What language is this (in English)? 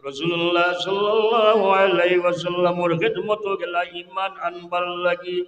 Sylheti